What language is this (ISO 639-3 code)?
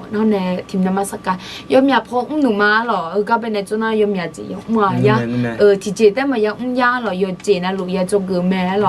ahk